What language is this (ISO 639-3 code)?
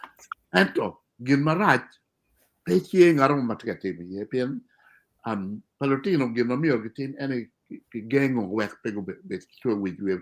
ach